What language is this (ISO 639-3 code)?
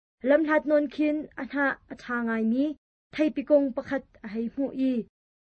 cnh